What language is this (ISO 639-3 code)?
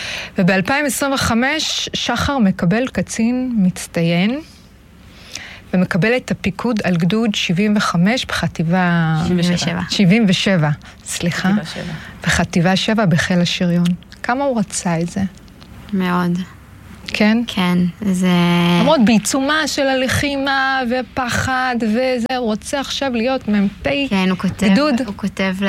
heb